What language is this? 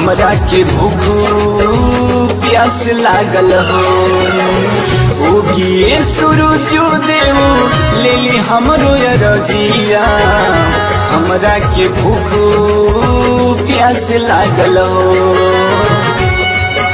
Bhojpuri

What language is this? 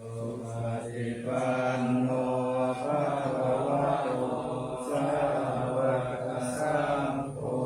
Pali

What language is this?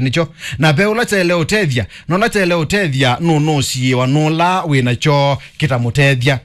Kamba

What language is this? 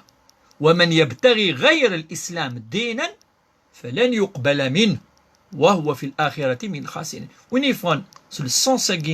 Kabyle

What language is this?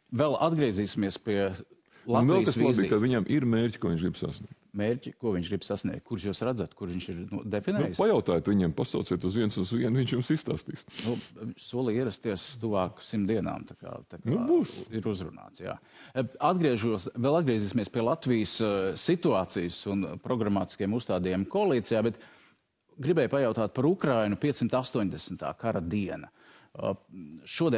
Latvian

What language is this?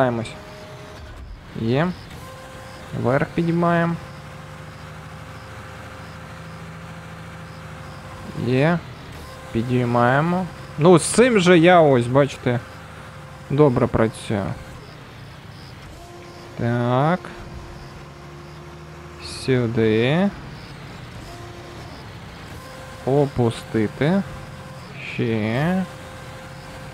Ukrainian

